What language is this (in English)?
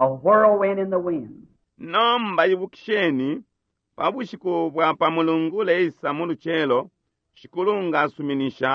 Bemba